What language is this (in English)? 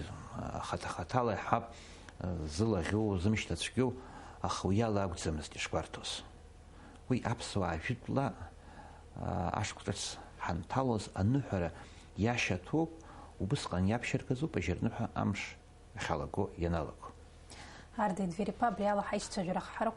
Abkhazian